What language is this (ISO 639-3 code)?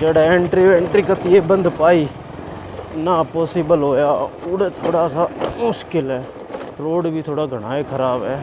bgc